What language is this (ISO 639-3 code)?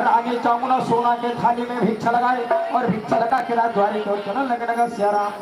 hne